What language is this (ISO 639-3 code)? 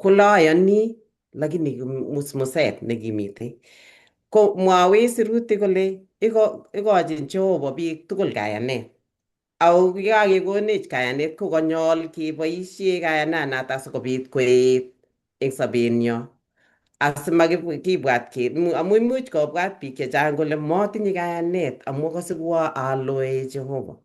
kln